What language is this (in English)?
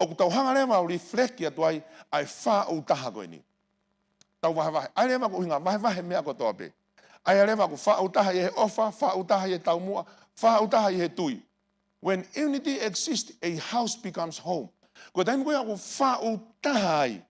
Tongan